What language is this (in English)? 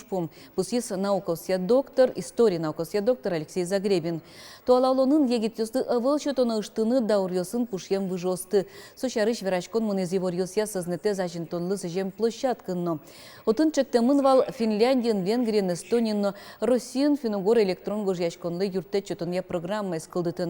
Udmurt